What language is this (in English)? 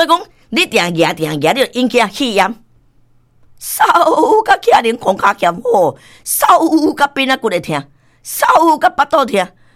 Min Nan Chinese